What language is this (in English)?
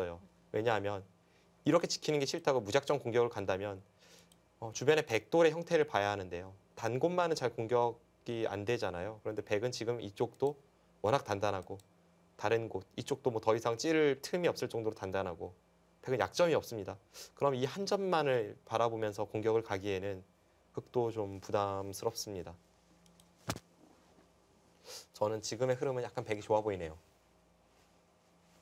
Korean